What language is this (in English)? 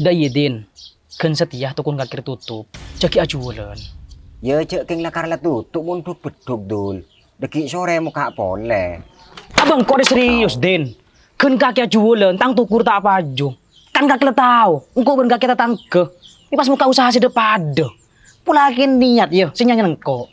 Madurese